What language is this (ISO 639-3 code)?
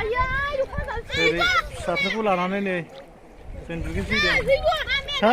brx